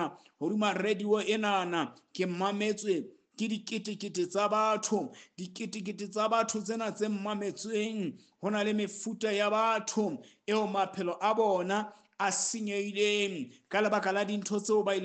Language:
Southern Sotho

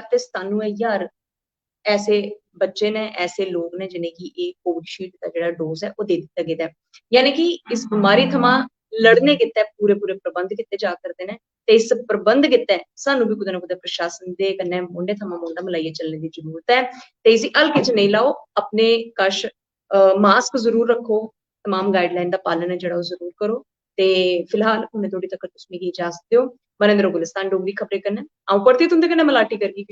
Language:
Dogri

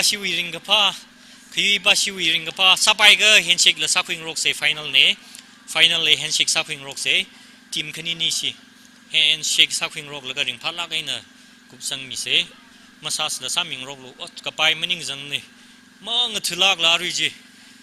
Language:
Tangkhul Naga (India)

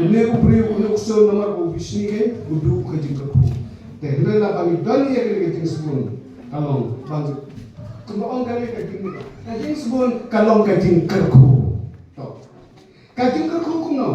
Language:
Khasi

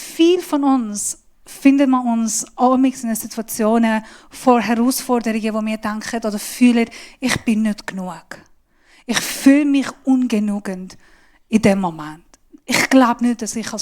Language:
Swiss German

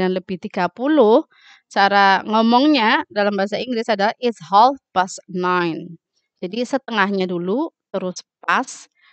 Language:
Indonesian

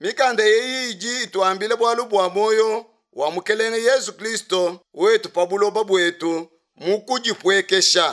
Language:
Luba-Lulua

